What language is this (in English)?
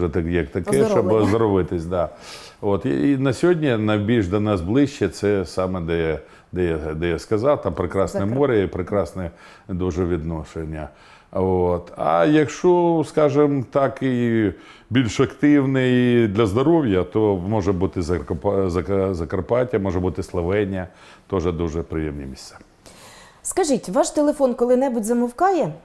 Ukrainian